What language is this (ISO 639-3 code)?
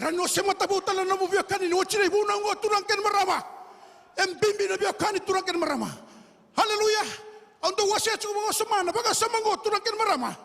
fij